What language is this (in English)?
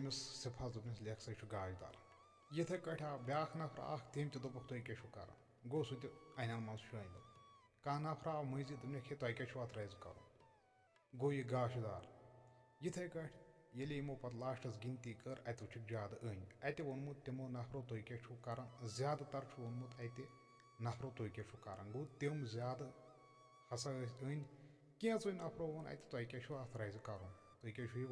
Kashmiri